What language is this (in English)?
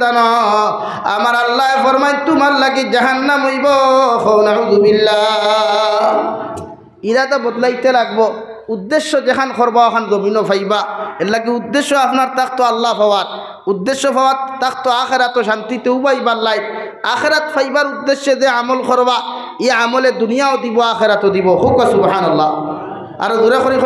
Sylheti